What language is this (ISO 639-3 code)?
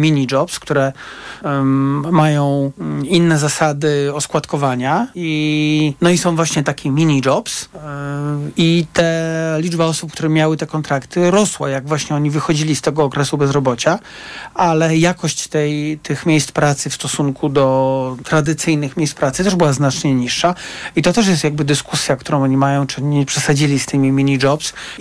pol